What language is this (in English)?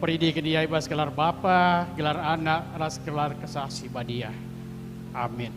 Batak Karo